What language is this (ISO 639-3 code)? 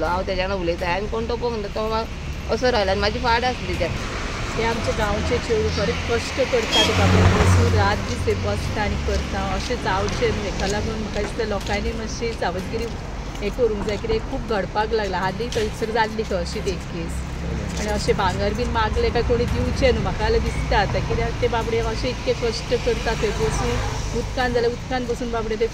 kok